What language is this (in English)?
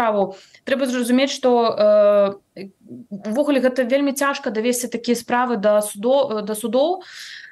Belarusian